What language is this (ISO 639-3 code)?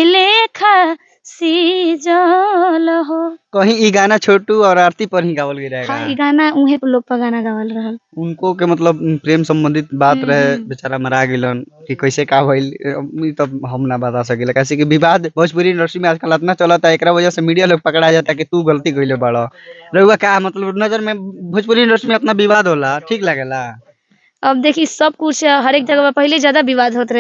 bho